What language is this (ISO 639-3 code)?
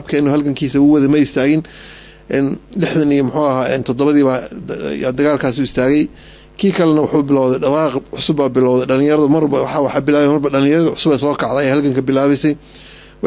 som